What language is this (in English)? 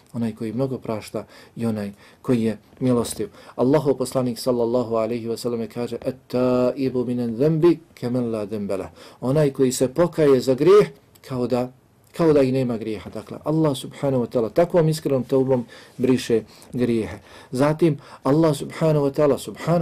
Bosnian